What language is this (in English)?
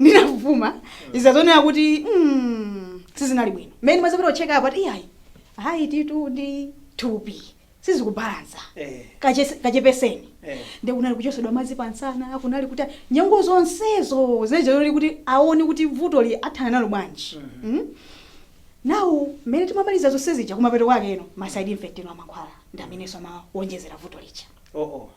Nyanja